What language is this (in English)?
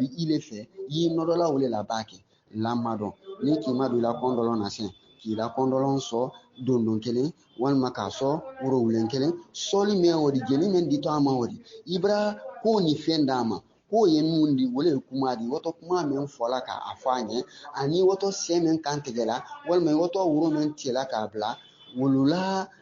Bambara